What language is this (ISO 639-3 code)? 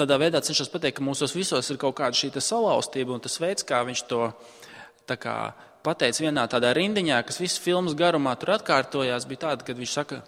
lav